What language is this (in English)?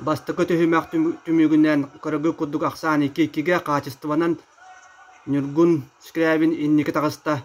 Yakut